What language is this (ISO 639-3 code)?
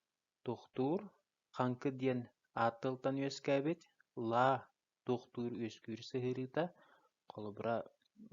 sah